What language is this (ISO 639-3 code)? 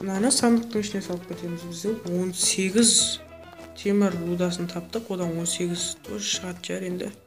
kaa